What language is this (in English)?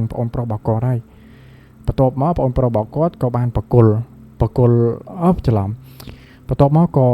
Khmer